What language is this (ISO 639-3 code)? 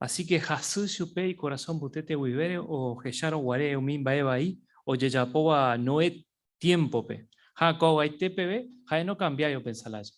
grn